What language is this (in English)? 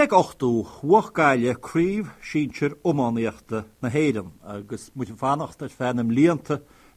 Irish